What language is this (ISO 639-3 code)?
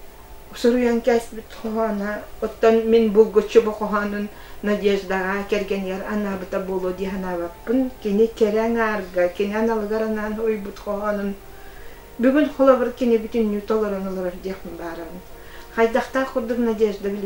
sah